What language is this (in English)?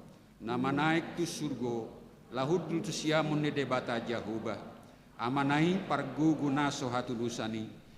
Batak Toba